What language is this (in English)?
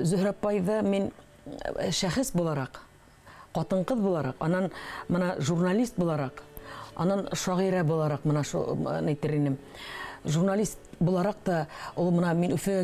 Bashkir